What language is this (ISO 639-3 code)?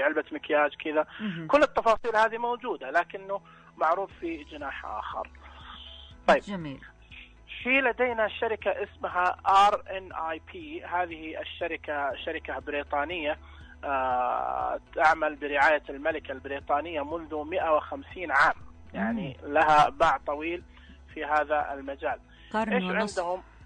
ars